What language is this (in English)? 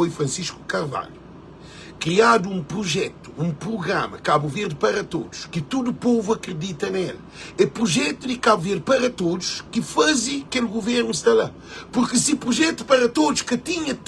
Kabuverdianu